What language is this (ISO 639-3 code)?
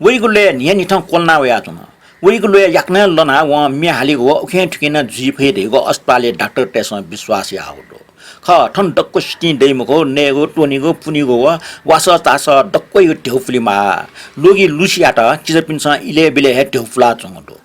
new